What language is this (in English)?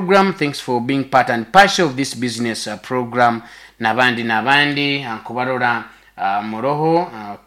Nyoro